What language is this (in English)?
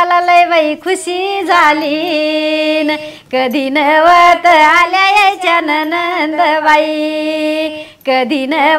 Marathi